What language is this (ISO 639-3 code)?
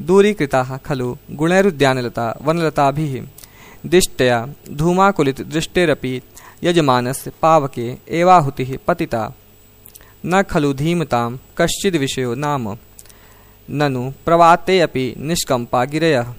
san